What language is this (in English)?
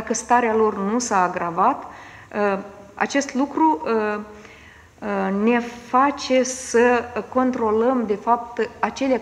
Romanian